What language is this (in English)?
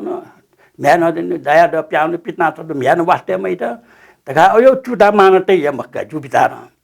Newari